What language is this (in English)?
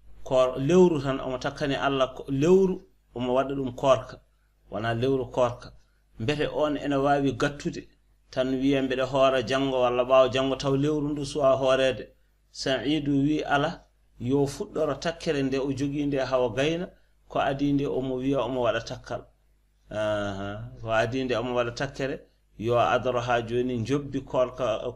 Fula